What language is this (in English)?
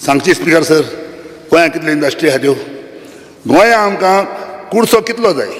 Konkani